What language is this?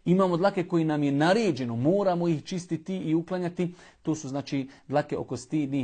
Bosnian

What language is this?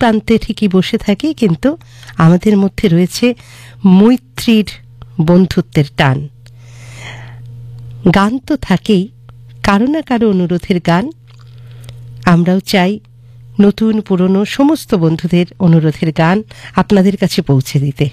Bangla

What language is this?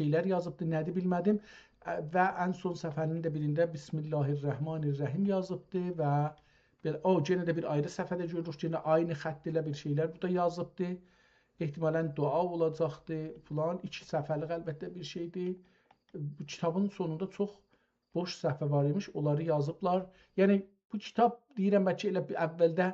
South Azerbaijani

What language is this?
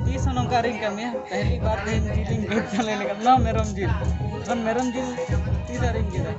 Santali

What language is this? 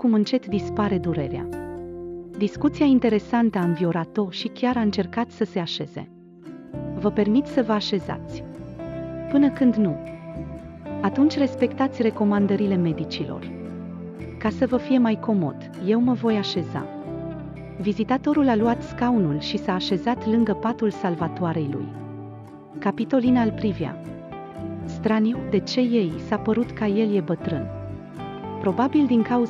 Romanian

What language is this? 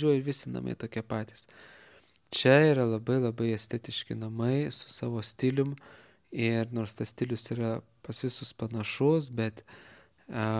Lithuanian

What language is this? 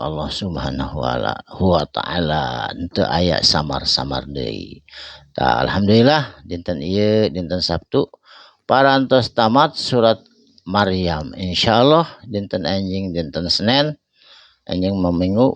Sundanese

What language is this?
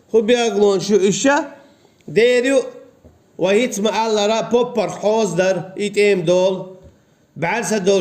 Chechen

